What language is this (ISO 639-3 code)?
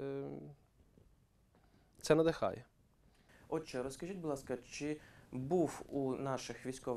ukr